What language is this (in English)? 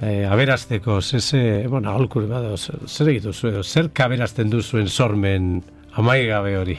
Basque